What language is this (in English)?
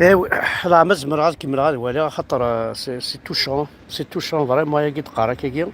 Kabyle